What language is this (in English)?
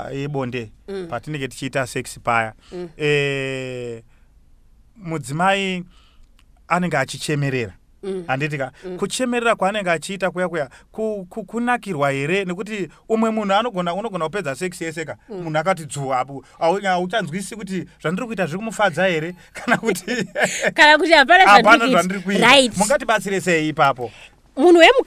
Shona